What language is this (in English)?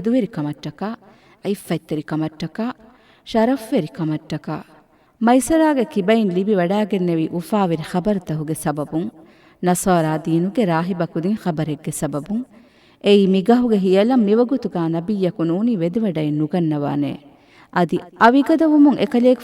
Divehi